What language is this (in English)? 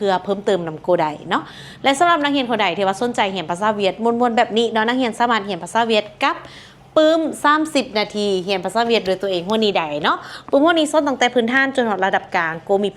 Lao